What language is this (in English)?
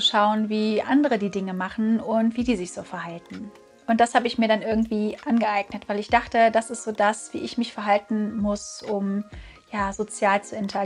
German